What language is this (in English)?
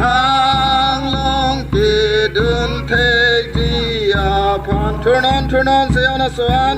Karbi